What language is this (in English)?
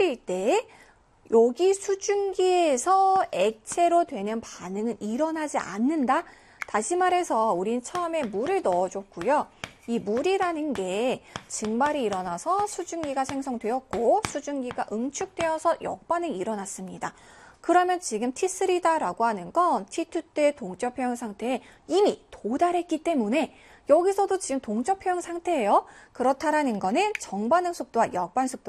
Korean